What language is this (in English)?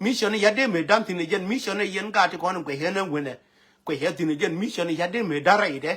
Nuer